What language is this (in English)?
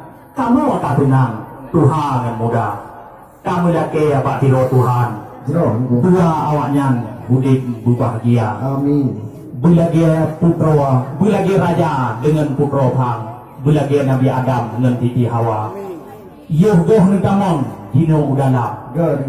Achinese